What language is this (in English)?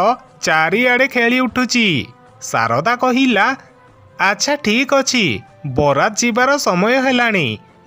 Odia